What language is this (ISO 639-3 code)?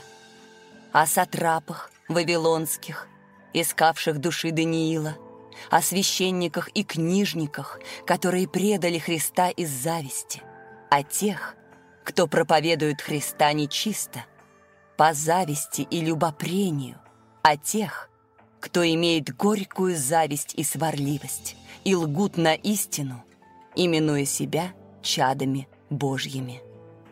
rus